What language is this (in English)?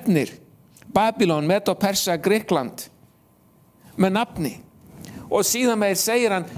Icelandic